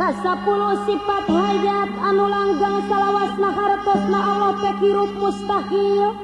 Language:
Sundanese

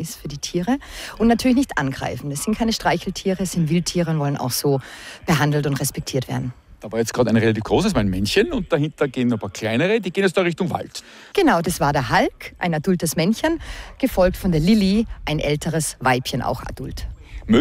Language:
German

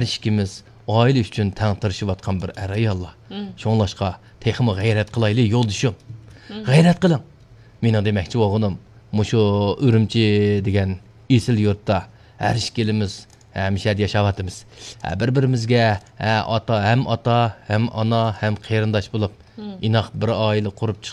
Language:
Uyghur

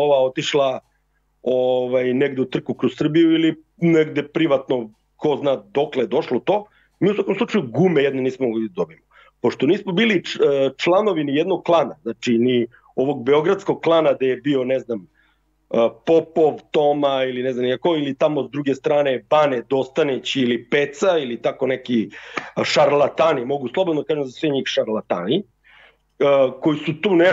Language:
Serbian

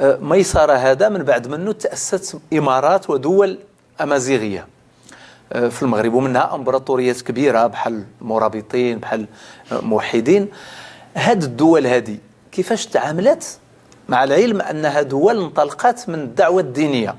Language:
Moroccan Arabic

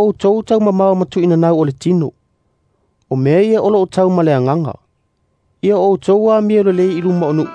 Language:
Samoan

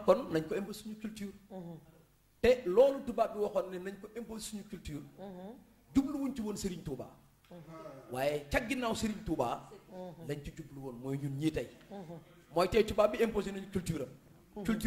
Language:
Wolof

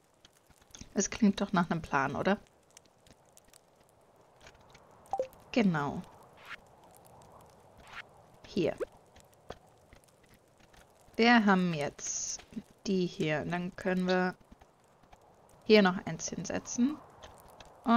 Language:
German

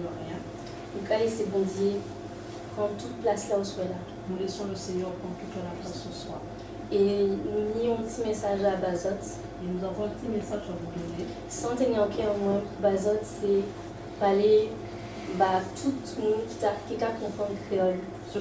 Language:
Guadeloupean Creole French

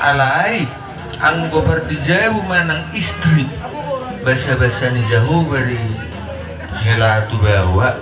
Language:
Batak Toba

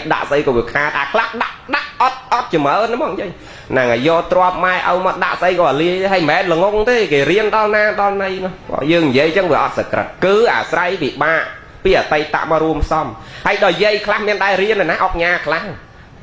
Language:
Khmer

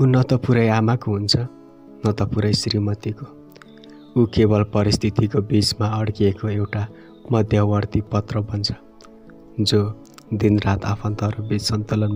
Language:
Nepali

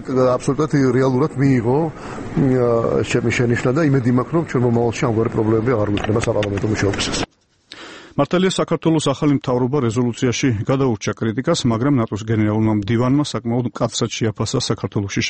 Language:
Georgian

